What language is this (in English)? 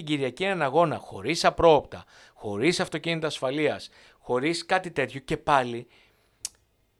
Greek